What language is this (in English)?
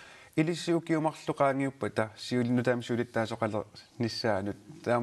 Kalaallisut